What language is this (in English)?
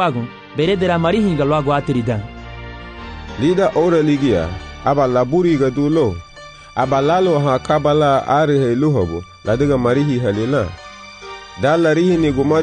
Garifuna